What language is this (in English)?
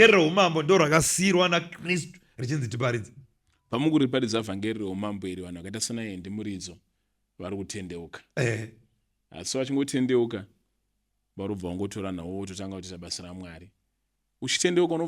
Shona